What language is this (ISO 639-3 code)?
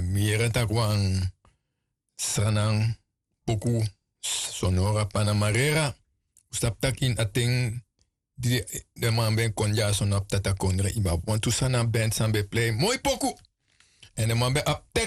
srn